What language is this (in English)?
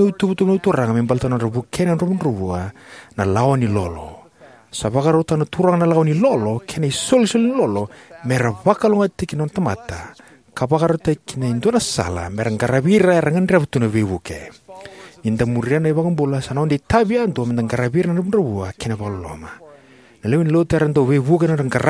Fijian